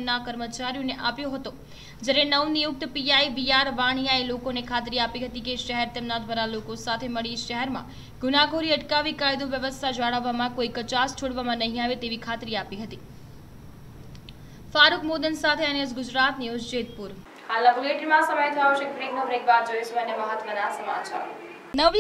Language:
Gujarati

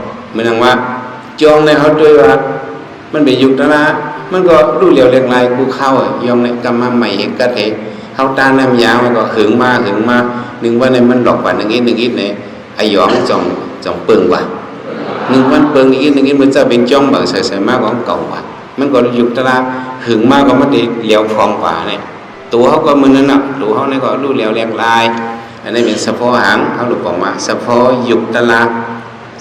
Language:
Shan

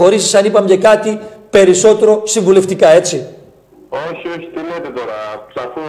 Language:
Greek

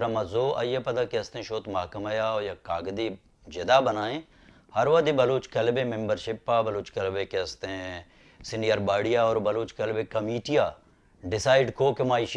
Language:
Baluchi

